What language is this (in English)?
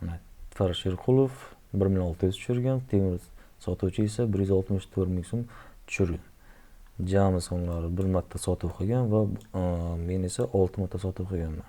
Uzbek